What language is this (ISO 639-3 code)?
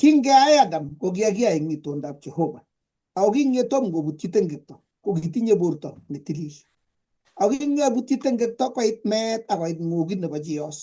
kln